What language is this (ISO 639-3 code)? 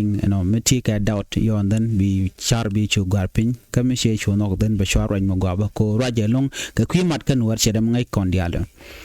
nus